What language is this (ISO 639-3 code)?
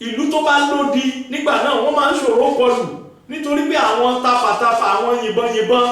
yor